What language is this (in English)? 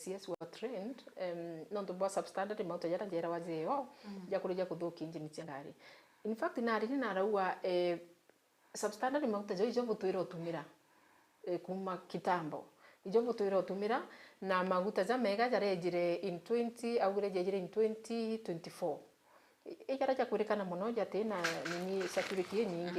Meru